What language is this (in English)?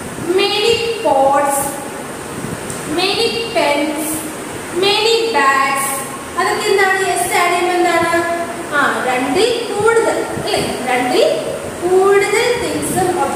Malayalam